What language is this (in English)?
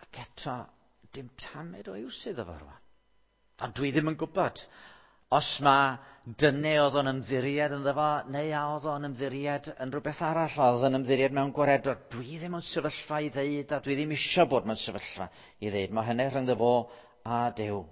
Welsh